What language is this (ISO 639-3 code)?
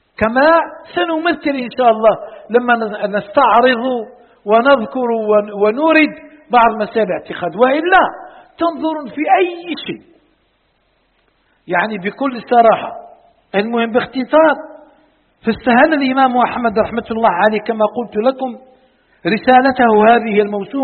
ara